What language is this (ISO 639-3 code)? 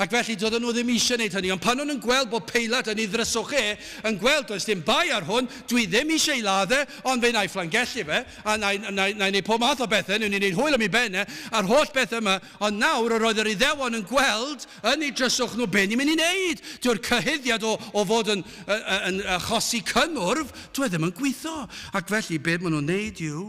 cym